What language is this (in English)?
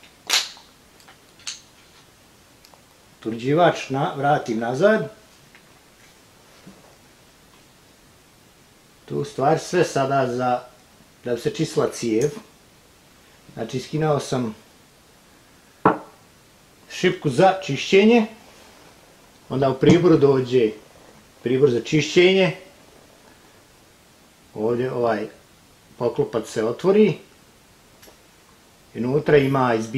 Croatian